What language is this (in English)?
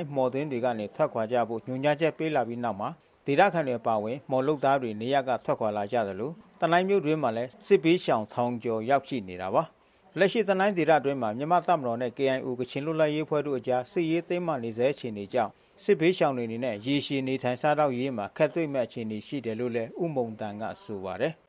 Burmese